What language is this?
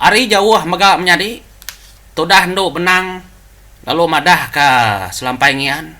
Iban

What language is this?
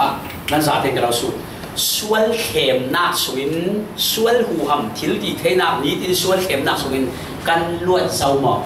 Falam Chin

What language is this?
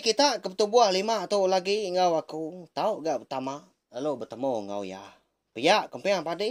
Iban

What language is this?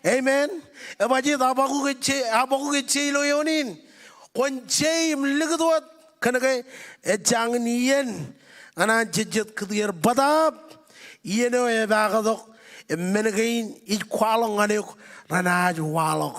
Marshallese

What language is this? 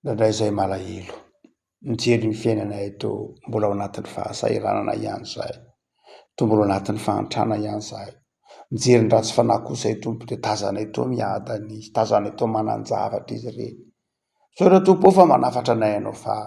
Malagasy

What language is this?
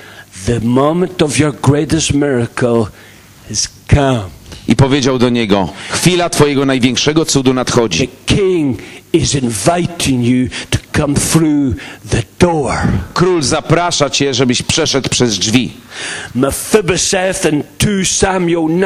Polish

